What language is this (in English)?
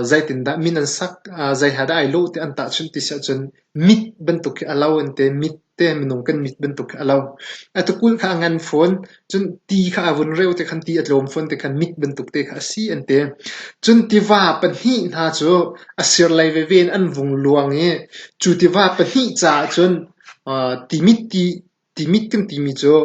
Hakha Chin